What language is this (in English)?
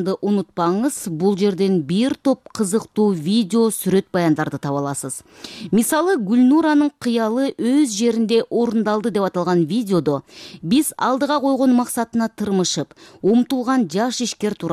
Kyrgyz